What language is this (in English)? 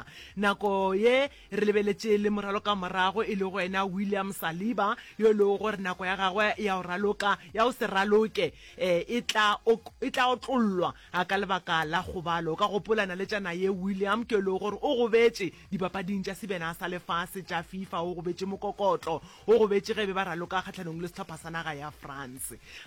Northern Sotho